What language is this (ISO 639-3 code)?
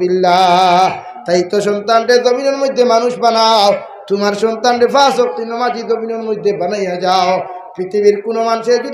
syl